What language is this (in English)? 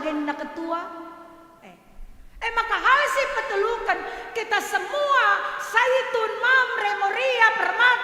Batak Karo